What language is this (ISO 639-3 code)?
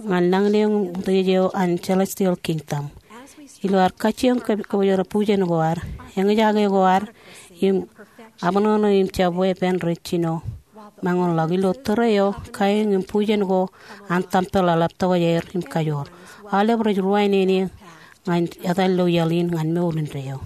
mah